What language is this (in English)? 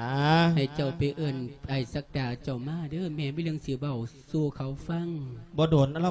Lao